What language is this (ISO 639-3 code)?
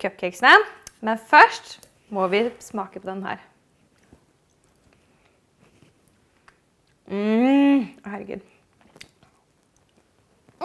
nor